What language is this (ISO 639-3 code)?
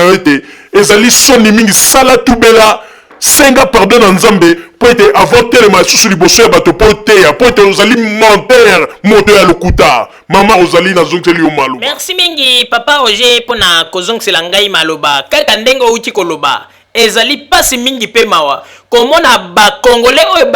lin